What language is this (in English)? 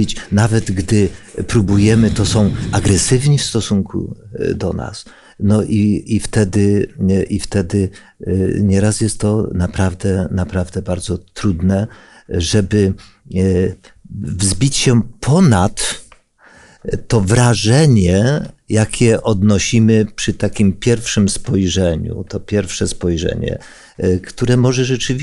Polish